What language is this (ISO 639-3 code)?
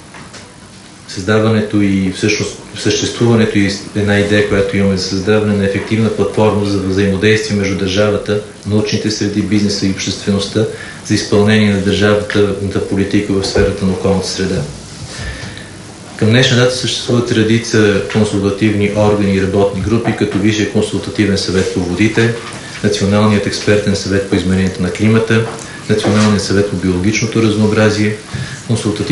bul